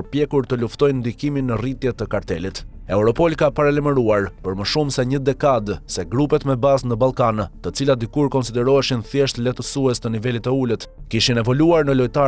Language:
Albanian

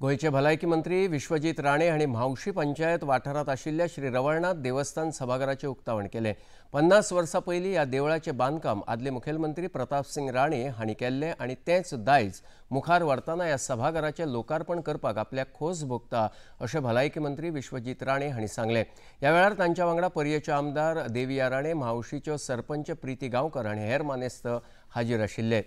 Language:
Konkani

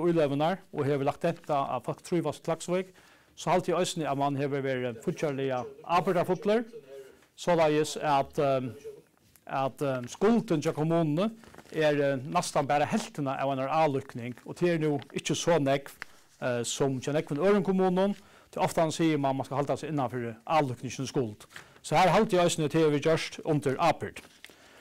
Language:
Faroese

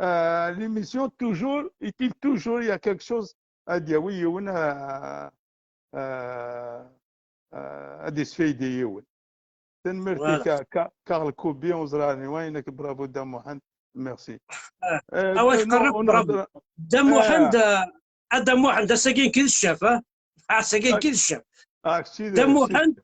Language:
Kabyle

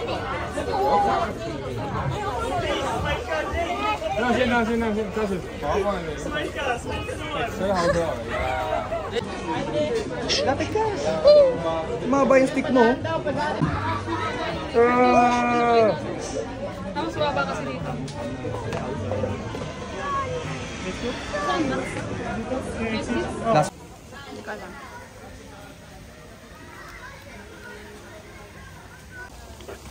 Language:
Filipino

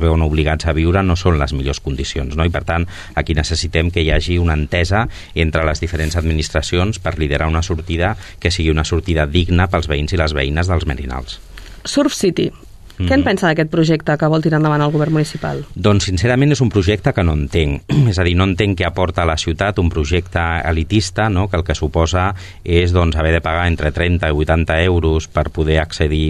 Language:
Catalan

